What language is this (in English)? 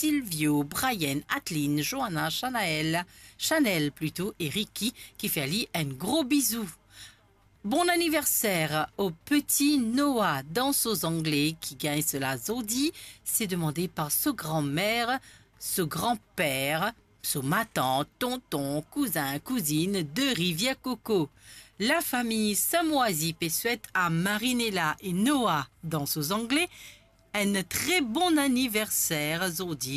Morisyen